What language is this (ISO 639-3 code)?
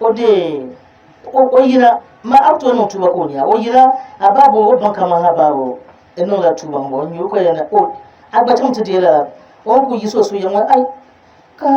dag